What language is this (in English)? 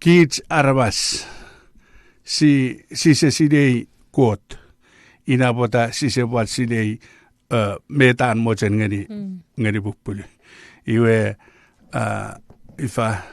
Chuukese